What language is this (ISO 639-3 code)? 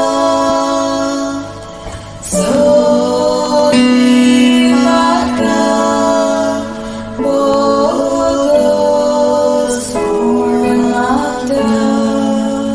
kok